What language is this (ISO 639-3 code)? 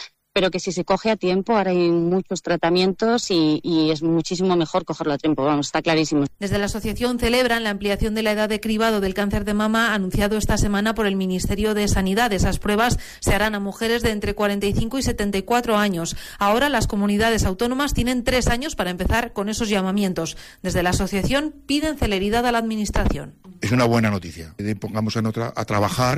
spa